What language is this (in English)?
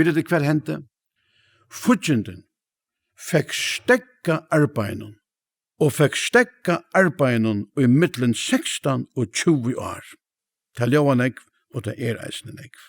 Faroese